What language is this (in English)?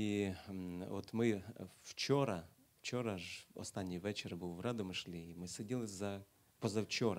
Ukrainian